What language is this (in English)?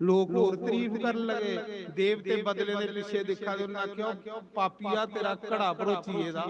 Dogri